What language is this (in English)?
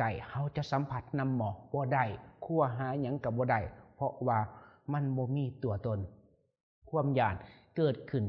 Lao